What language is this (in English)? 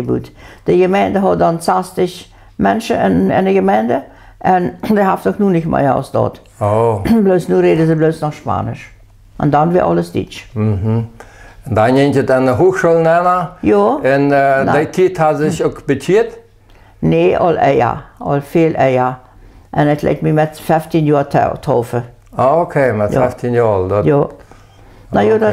Plautdietsch